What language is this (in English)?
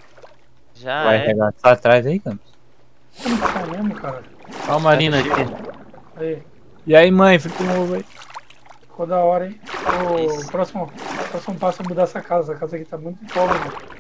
Portuguese